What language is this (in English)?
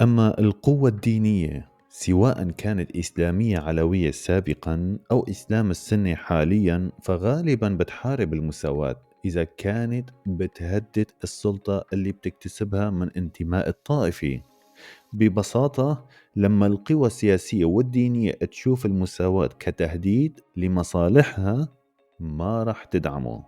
North Levantine Arabic